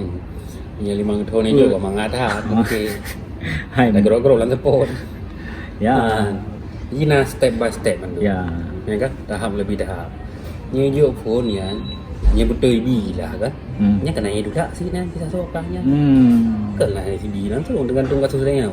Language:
Achinese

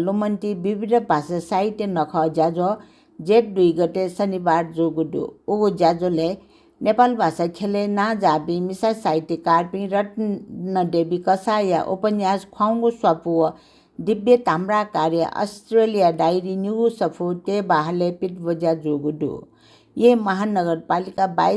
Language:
Newari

